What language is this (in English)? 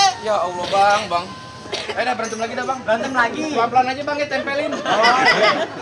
Betawi